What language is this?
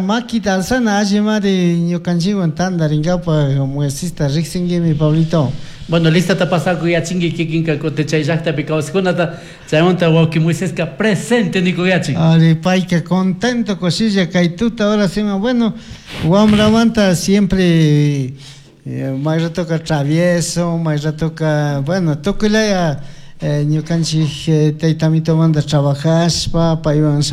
Chimborazo Highland Quichua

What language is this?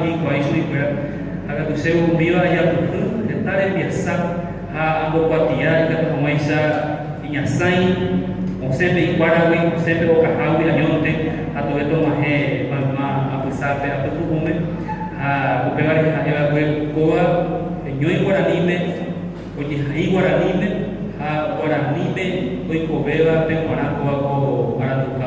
Guarani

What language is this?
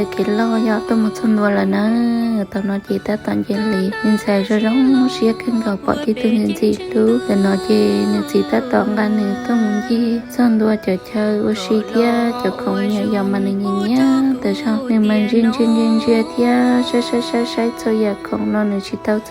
Hmong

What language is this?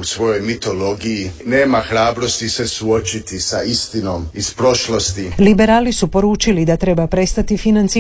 Croatian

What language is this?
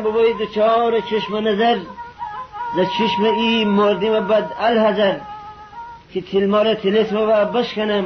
Gilaki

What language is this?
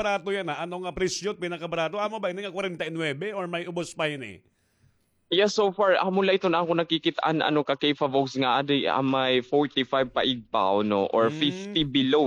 Waray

